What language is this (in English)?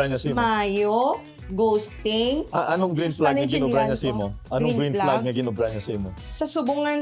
Hiligaynon